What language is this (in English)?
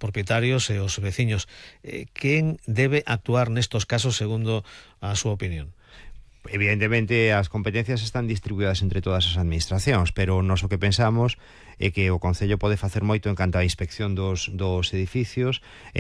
Galician